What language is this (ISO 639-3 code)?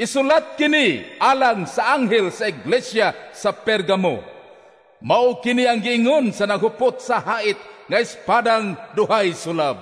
ceb